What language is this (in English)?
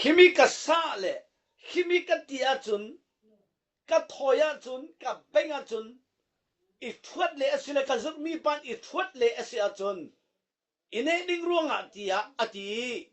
Falam Chin